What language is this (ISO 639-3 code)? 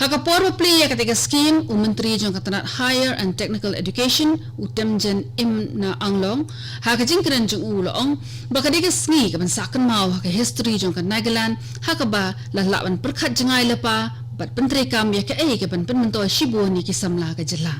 kha